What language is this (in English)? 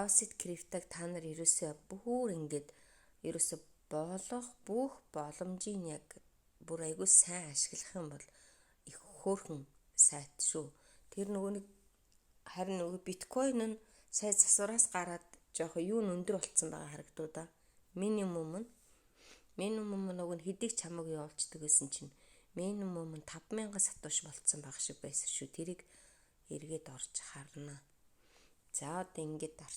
Mongolian